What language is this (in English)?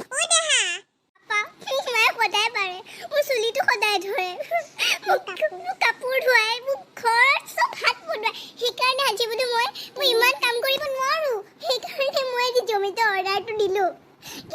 Assamese